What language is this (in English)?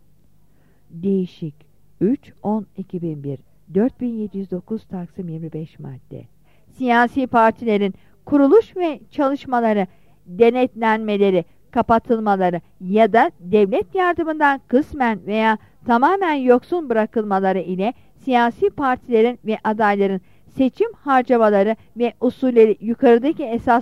Turkish